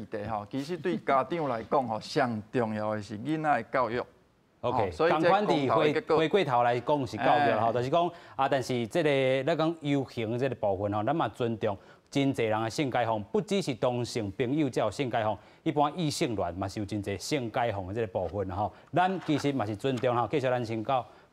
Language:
Min Nan Chinese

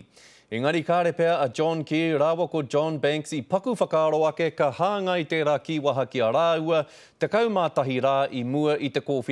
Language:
Māori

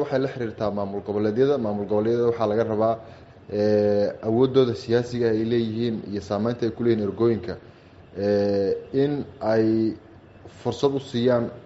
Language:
Somali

